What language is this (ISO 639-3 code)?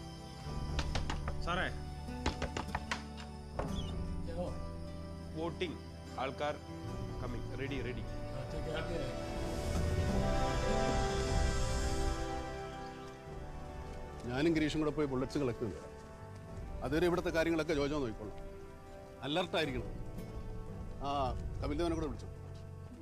mal